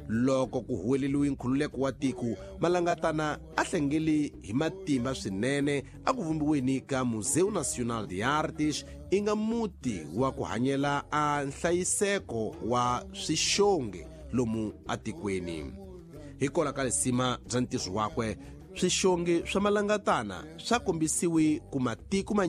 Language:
Tsonga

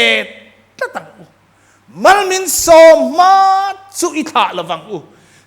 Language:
Mizo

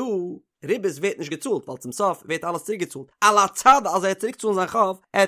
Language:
Yiddish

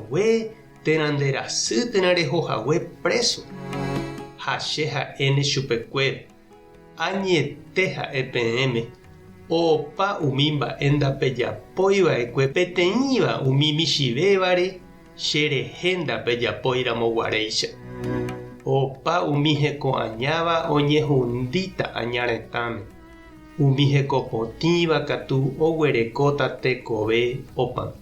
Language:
Guarani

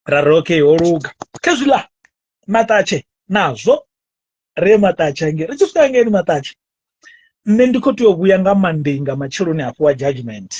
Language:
Venda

